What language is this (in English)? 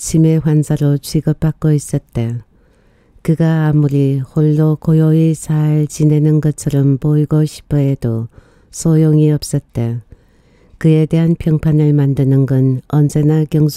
Korean